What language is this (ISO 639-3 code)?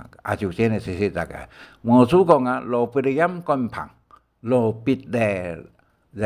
hak